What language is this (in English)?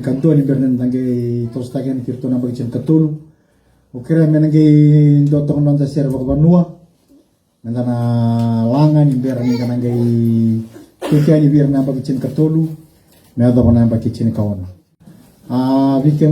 Fijian